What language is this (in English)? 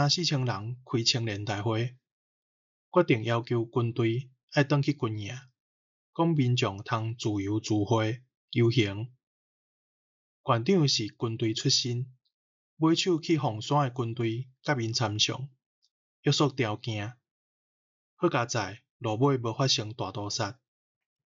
Min Nan Chinese